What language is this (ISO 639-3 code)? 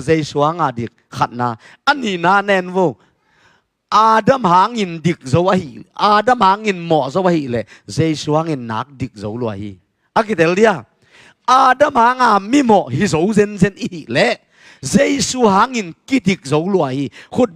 ctd